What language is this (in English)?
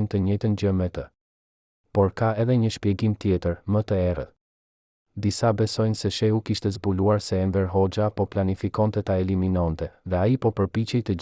Albanian